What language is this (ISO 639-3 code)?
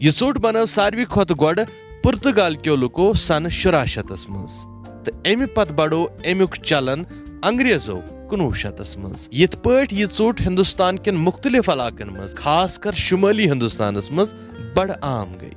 kas